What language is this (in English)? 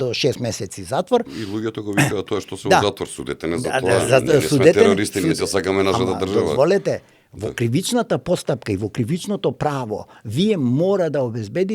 Macedonian